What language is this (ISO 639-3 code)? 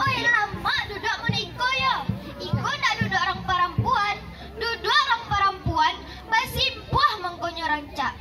min